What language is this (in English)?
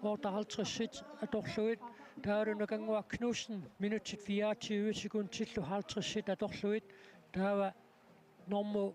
Kalaallisut